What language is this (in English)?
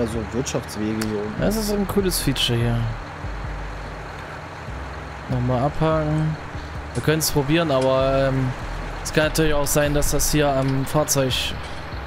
German